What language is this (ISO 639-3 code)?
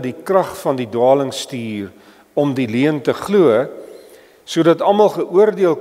afr